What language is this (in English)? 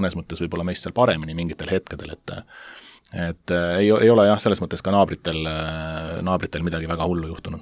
Estonian